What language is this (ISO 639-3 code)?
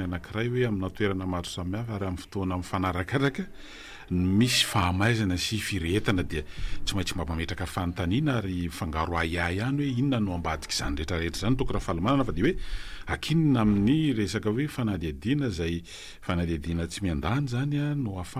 mlg